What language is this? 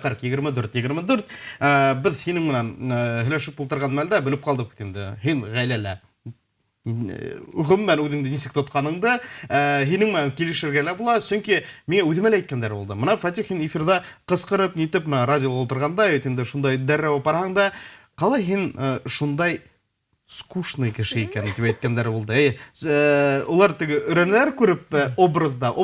Bashkir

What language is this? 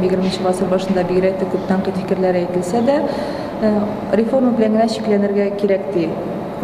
Tatar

